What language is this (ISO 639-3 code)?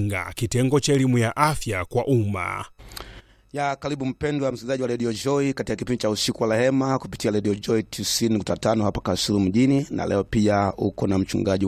swa